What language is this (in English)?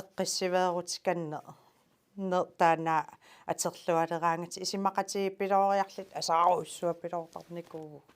Kalaallisut